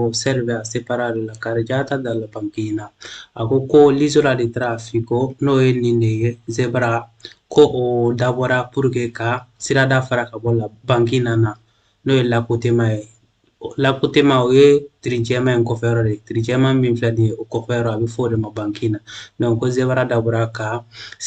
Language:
Bambara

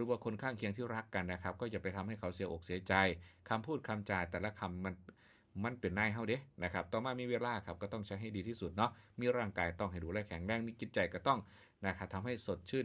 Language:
Northeastern Thai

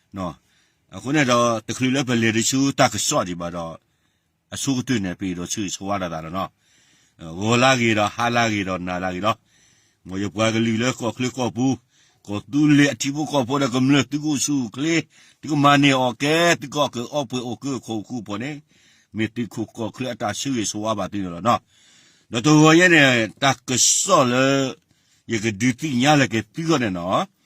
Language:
S'gaw Karen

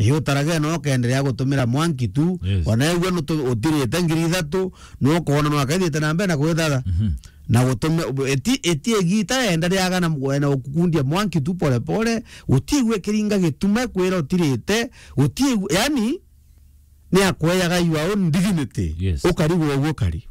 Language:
Meru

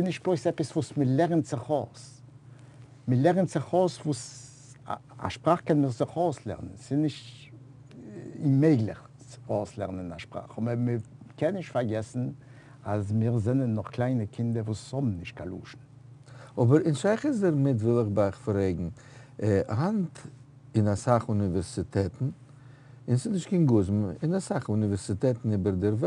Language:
Yiddish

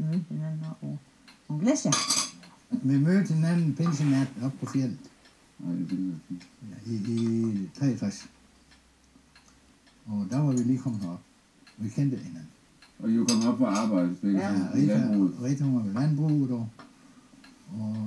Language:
Danish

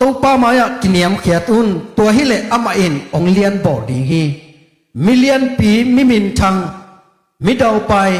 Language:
Tedim Chin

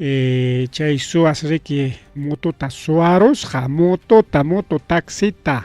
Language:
Ayacucho Quechua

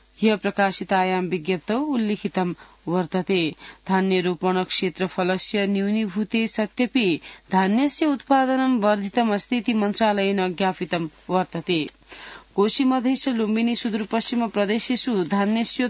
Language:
Sanskrit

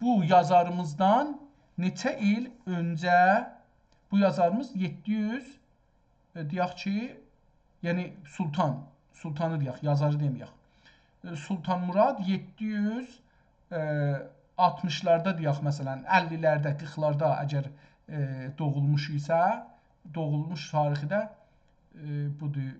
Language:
South Azerbaijani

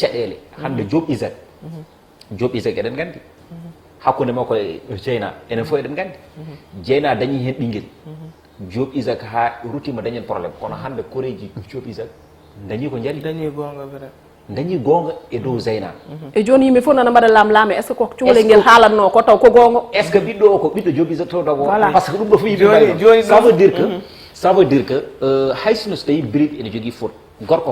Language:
Fula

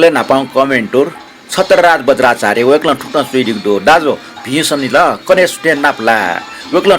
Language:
Newari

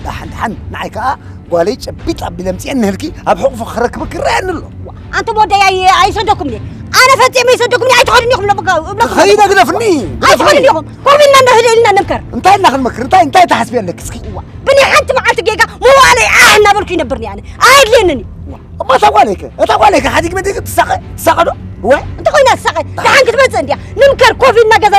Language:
Tigrinya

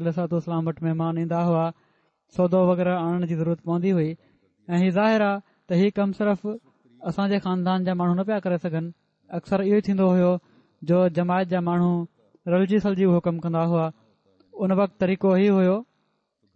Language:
Sindhi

